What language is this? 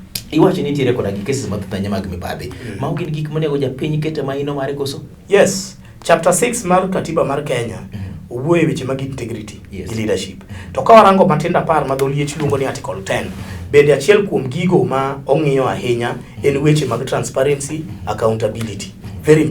Luo (Kenya and Tanzania)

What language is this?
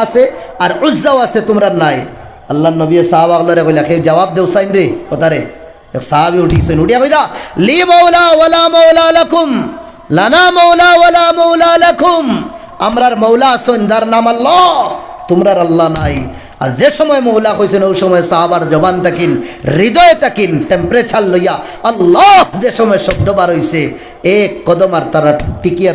Sylheti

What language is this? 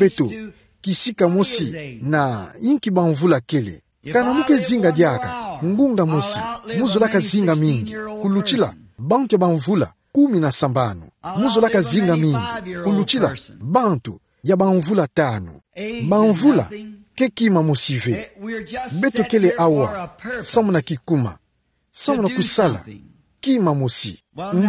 Kituba (Democratic Republic of Congo)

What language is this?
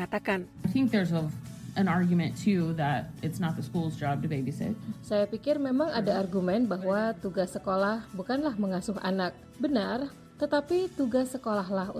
Indonesian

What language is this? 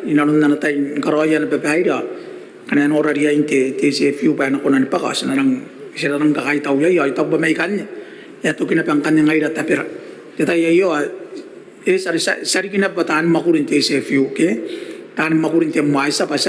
Gilbertese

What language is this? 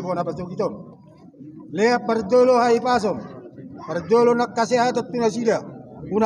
Batak Toba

